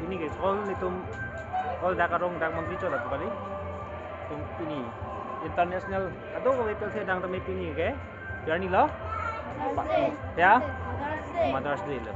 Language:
Karbi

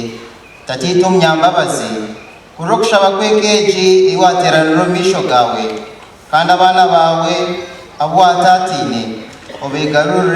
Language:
Nyankole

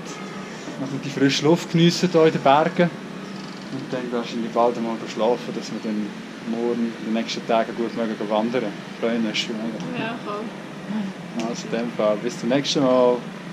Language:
Swiss German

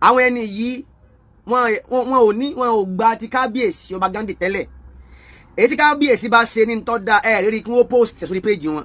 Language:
Yoruba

